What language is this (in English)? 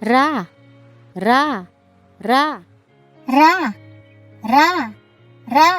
Waray